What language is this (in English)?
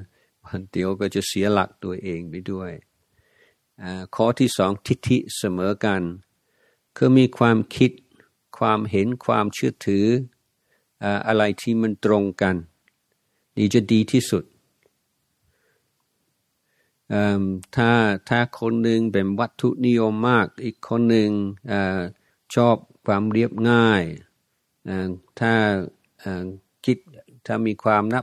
Thai